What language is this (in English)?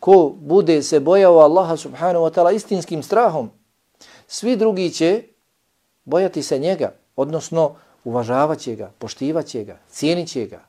Bosnian